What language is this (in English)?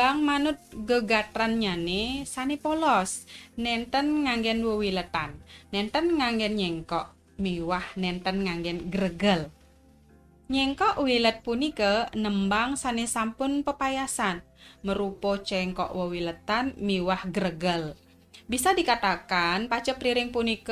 Balinese